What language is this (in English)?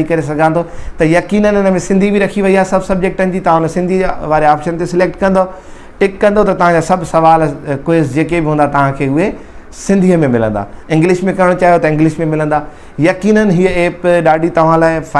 Sindhi